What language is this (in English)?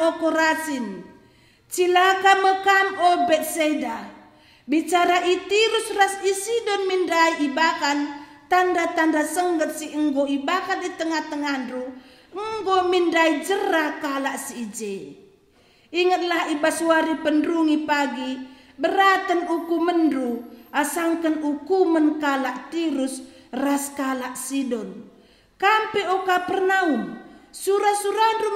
Batak Karo